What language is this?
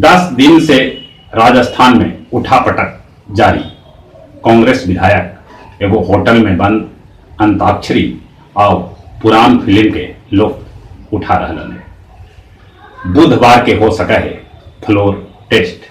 Magahi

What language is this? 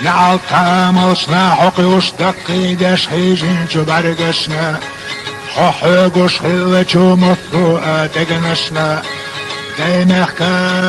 Chechen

